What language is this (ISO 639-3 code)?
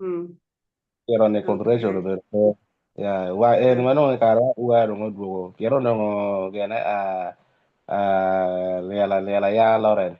ach